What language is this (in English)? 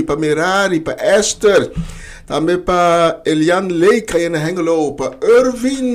Papiamento